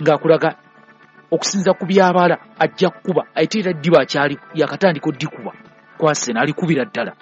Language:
Ganda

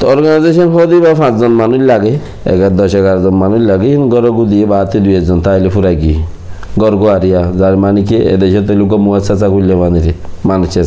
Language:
Rohingya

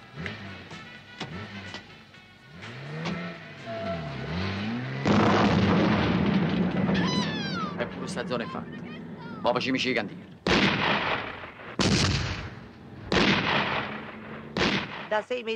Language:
Italian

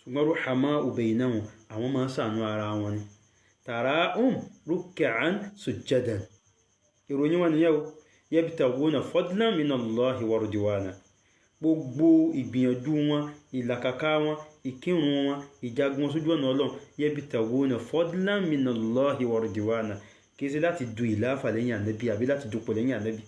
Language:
Yoruba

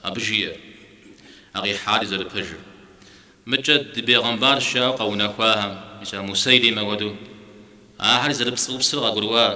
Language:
Kabardian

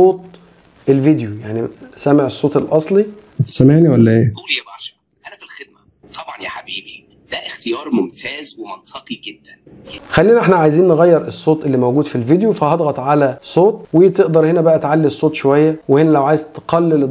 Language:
Egyptian Arabic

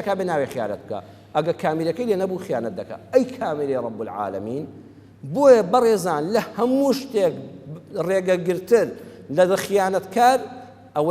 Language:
Central Kurdish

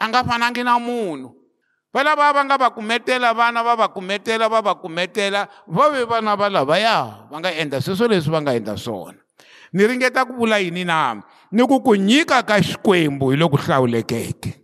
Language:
Tsonga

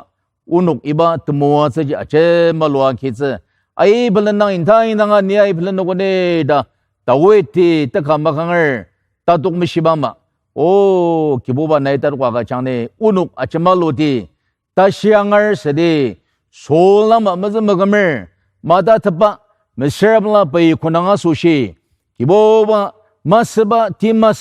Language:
Ao Naga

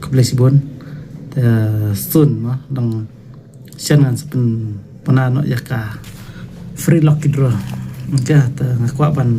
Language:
Khasi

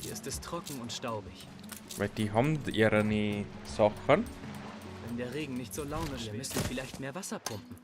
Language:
Bavarian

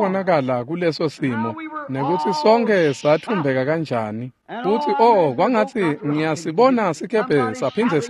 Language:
Swati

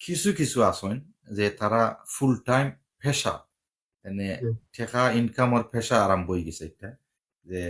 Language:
Sylheti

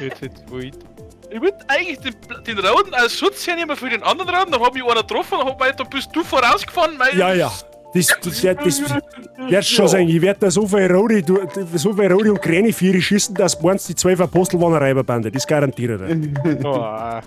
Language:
Bavarian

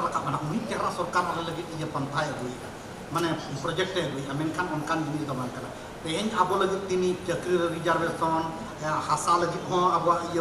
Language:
Santali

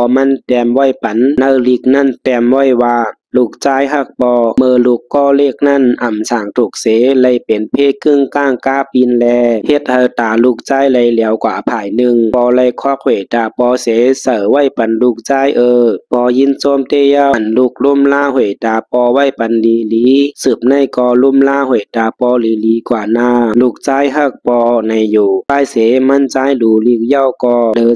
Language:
Shan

